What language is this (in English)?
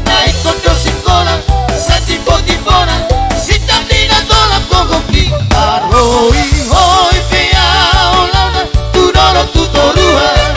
Batak Toba